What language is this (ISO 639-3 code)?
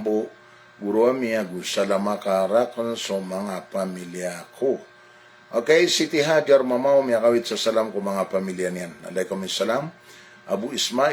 mrw